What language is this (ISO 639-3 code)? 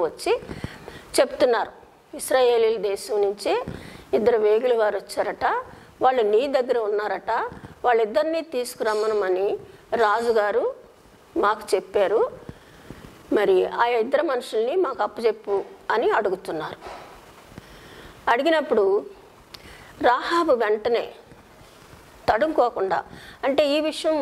tel